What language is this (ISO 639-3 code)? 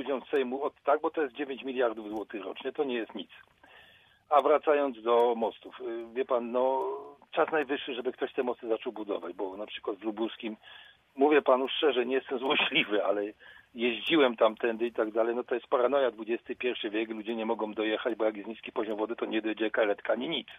pol